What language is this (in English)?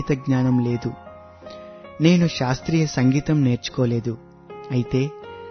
Telugu